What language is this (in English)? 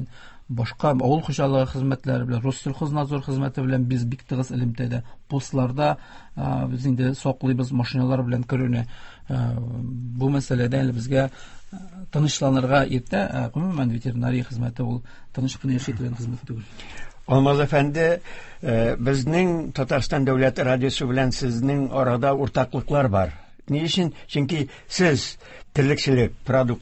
Tatar